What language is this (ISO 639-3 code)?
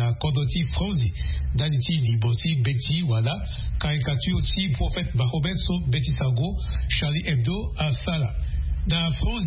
sag